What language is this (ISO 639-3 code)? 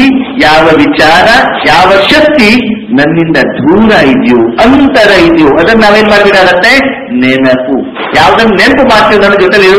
kan